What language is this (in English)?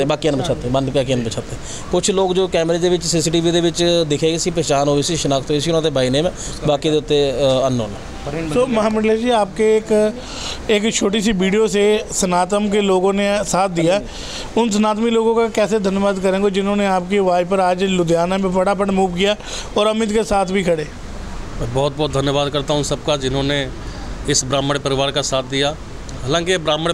Punjabi